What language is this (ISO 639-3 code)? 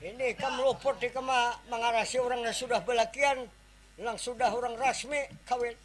bjn